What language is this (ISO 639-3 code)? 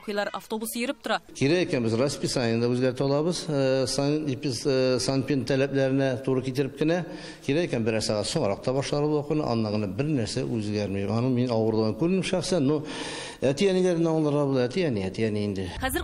tat